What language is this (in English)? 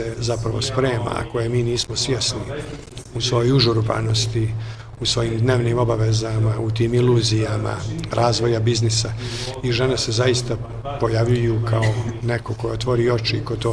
Bosnian